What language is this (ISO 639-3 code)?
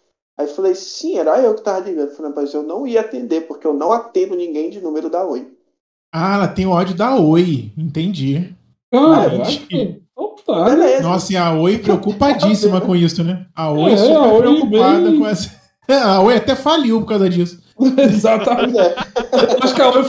por